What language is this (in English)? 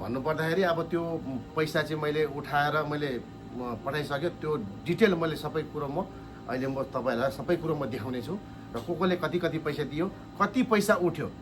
Nepali